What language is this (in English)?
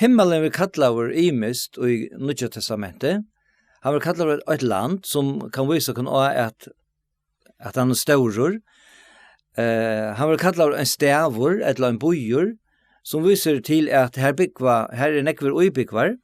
Faroese